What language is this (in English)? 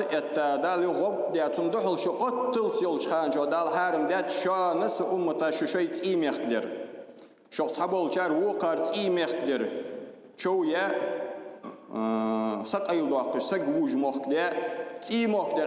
Ingush